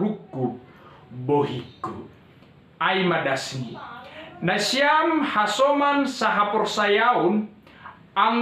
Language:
Batak Simalungun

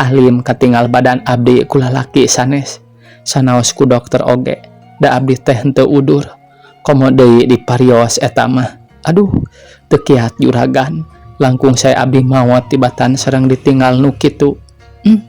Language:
Sundanese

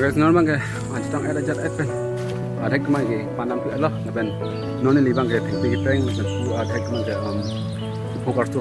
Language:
Karbi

